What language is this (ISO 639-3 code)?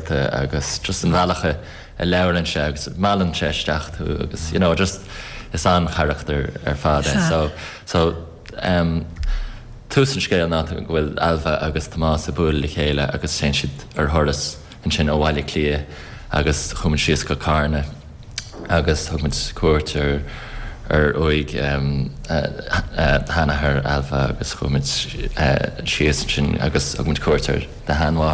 gle